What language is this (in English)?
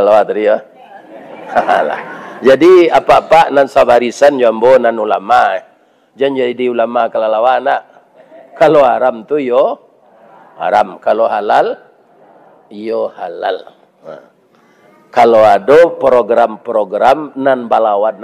Minangkabau